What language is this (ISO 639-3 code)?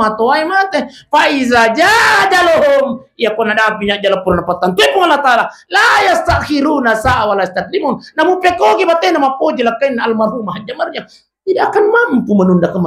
bug